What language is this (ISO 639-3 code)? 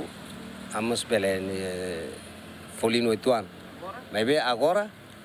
tet